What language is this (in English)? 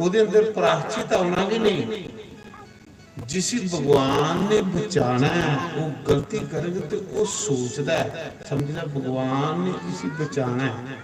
Dogri